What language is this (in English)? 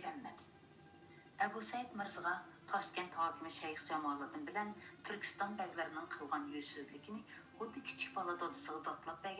Uyghur